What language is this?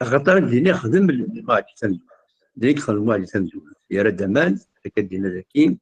Kabyle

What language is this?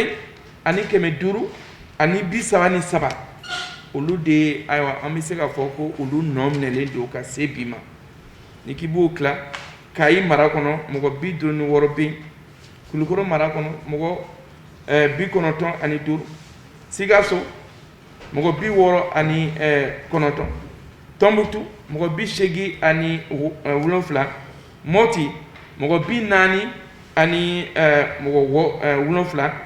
Bambara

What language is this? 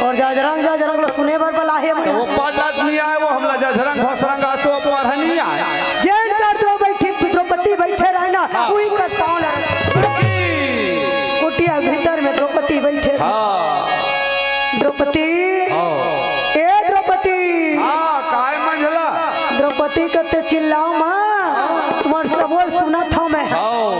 Chhattisgarhi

